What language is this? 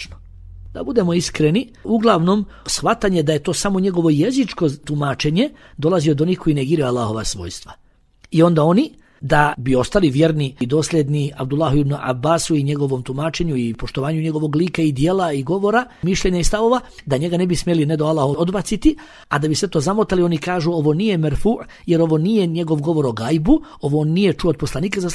Bosnian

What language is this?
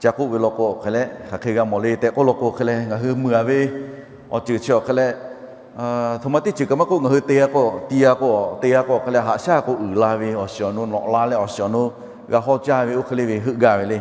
Lahu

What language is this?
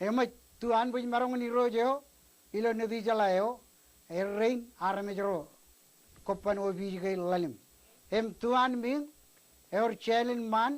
Marshallese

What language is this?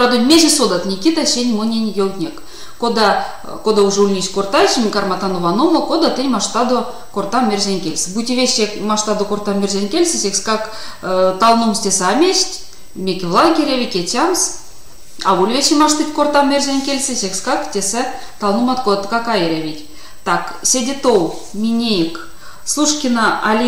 Erzya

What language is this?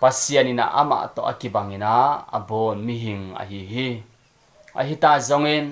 Tedim Chin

